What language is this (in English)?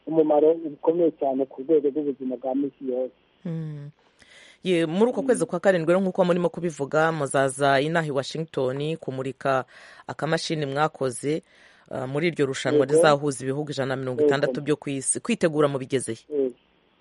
Kinyarwanda